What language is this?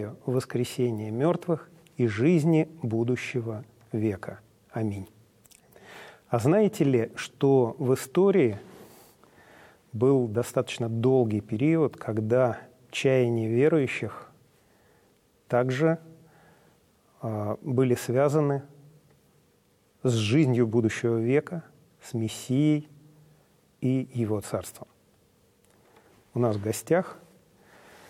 Russian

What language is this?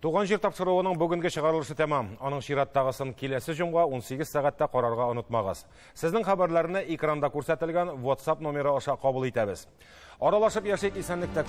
Tatar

